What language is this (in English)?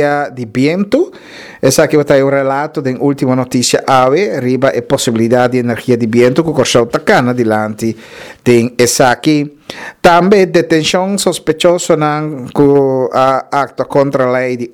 Papiamento